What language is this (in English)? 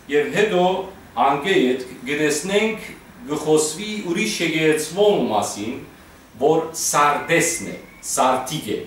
Western Armenian